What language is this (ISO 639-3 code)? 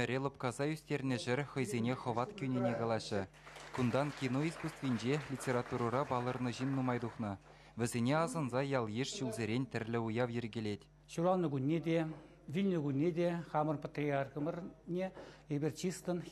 chv